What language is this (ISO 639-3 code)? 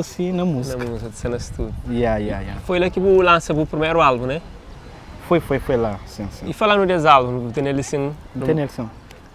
kea